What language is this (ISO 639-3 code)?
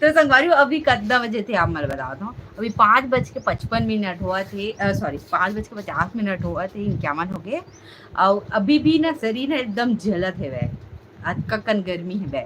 hne